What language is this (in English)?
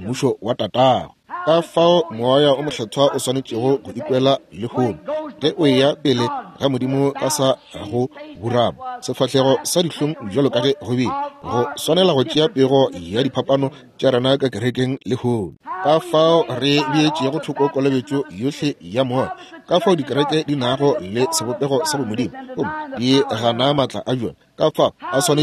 Northern Sotho